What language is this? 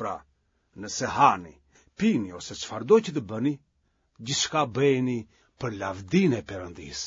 Albanian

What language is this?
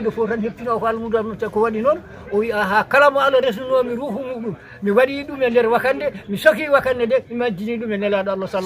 Fula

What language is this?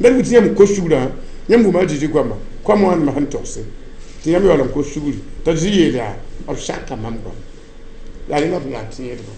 Mossi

